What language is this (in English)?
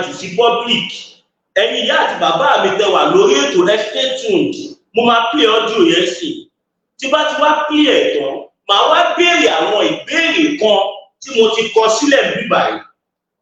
Yoruba